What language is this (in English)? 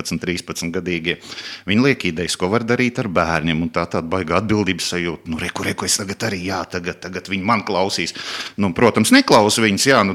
Latvian